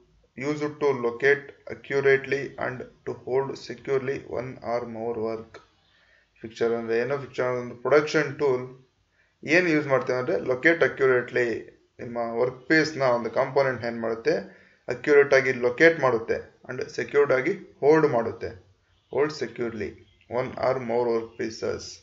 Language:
Kannada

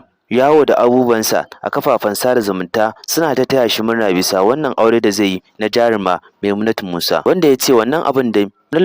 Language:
Hausa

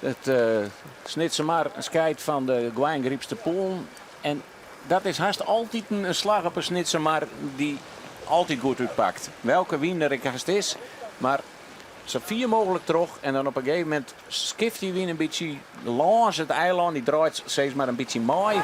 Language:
Western Frisian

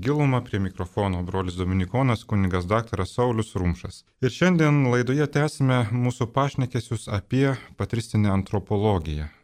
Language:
Lithuanian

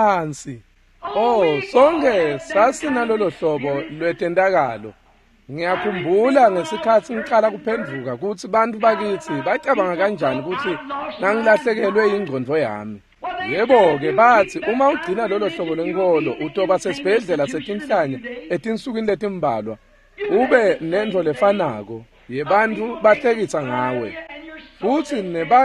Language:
Swati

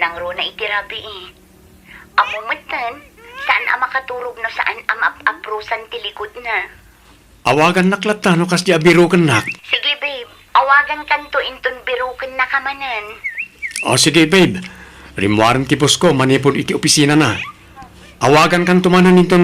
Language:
Iloko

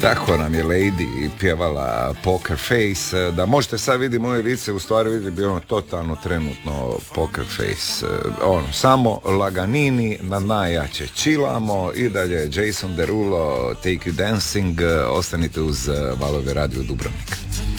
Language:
Croatian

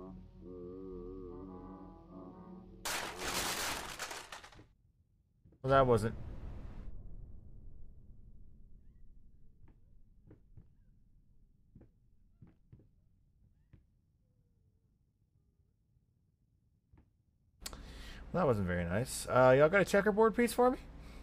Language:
English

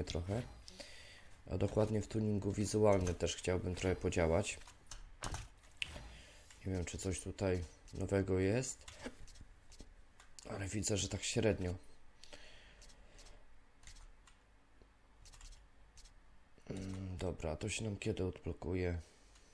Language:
Polish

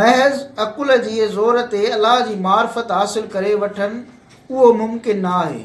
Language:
Sindhi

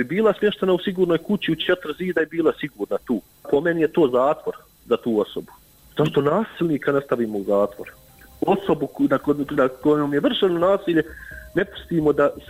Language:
Bosnian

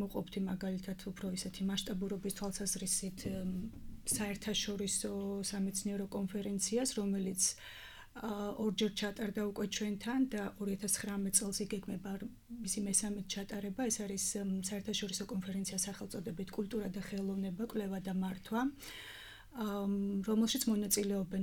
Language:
Georgian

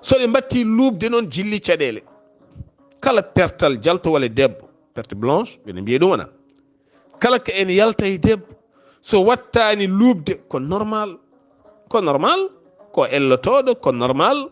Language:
Fula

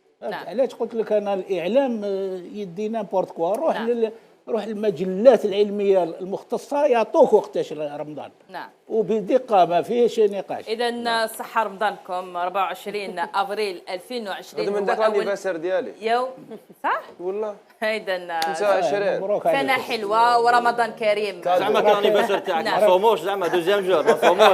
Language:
Algerian Arabic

